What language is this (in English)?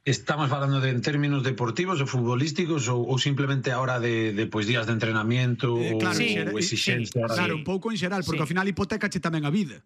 Galician